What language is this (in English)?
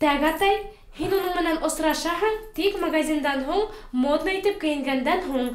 Bashkir